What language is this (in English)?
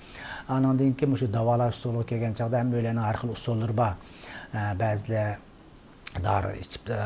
Uyghur